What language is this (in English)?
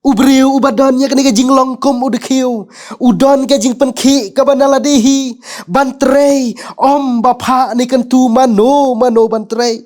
Khasi